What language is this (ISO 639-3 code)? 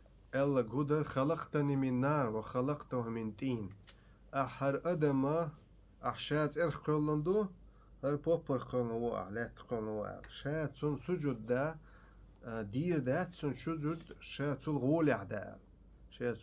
che